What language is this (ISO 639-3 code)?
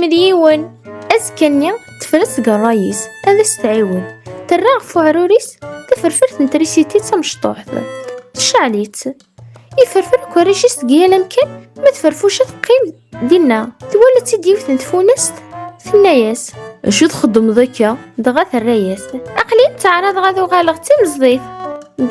kab